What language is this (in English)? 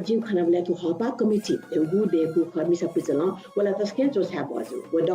Newari